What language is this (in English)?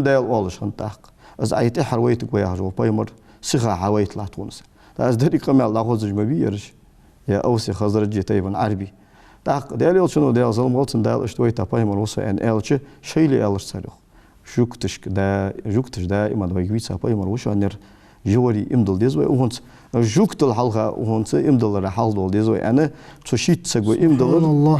Ingush